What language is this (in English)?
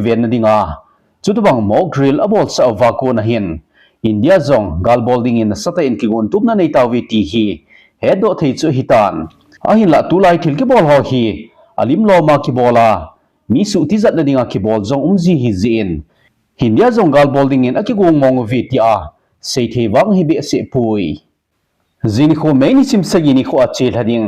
Thado Chin